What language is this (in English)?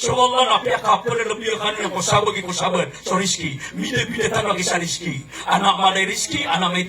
Maranao